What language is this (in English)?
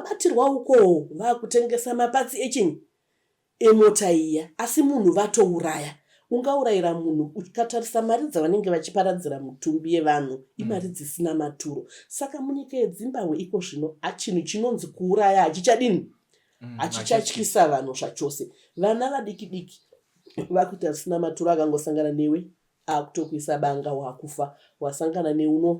Shona